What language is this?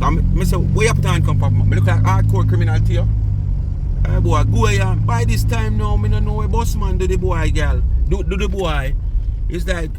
Jamaican Creole English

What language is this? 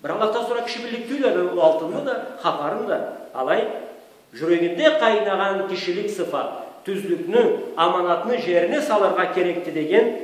Karachay-Balkar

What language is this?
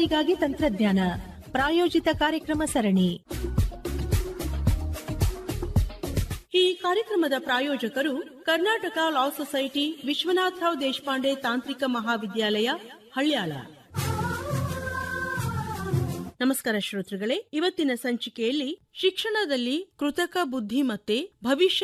Kannada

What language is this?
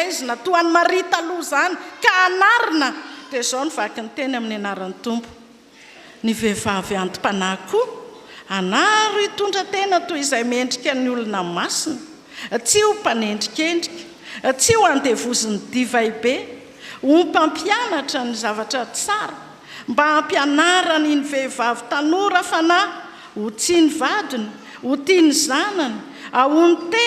Malagasy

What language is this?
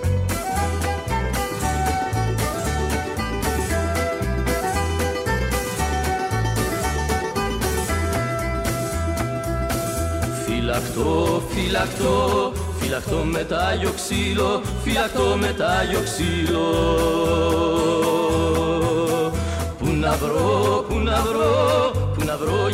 Greek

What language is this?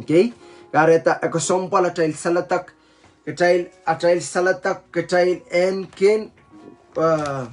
Pohnpeian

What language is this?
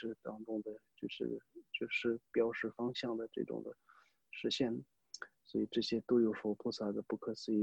Chinese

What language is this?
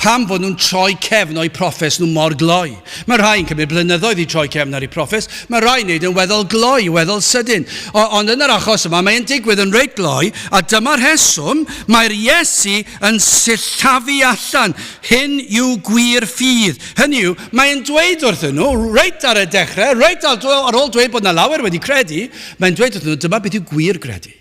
Welsh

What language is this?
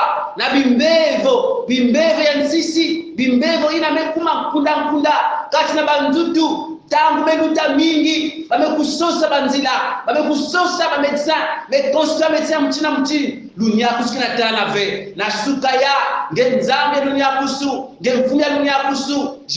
Kongo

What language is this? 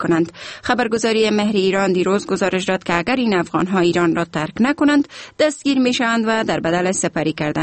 Persian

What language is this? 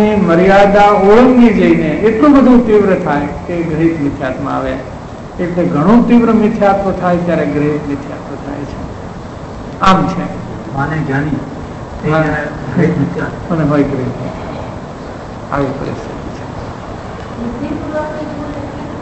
Gujarati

